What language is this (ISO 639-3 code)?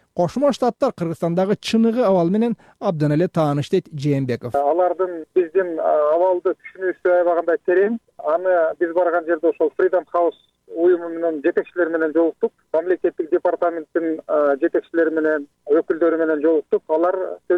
kir